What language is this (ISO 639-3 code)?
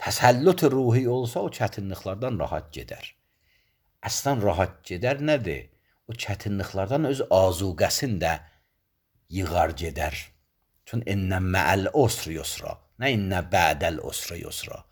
aze